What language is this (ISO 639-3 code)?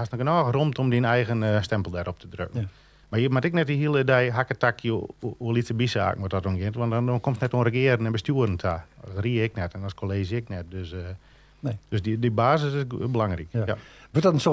fry